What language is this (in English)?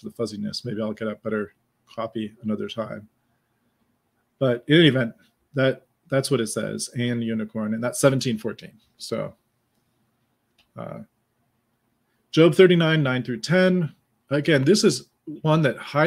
English